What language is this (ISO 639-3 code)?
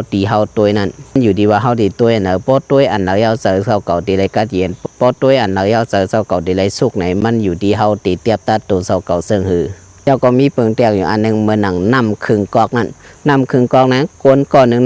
shn